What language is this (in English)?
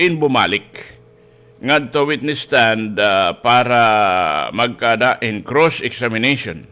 Waray